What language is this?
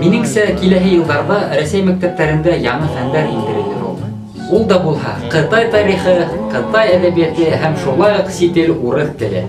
Bashkir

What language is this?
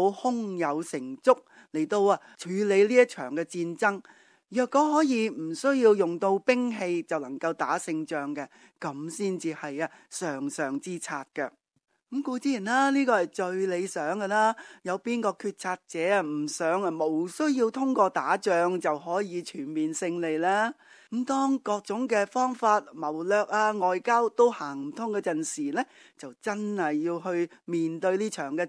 Cantonese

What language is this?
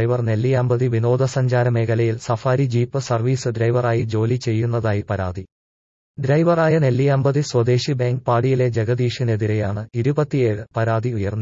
Malayalam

